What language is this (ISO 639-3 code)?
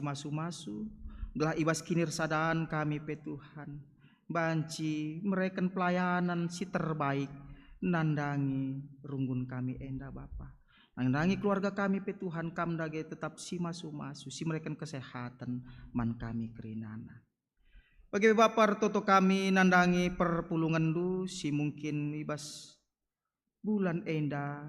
btx